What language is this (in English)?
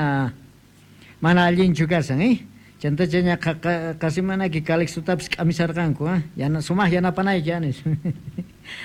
South Bolivian Quechua